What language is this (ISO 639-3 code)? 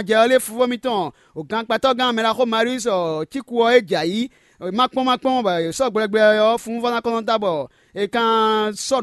fon